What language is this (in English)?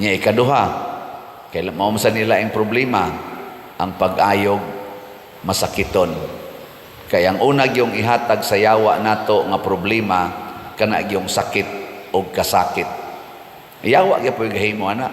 Cebuano